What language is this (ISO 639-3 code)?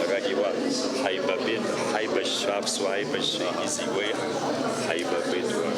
abk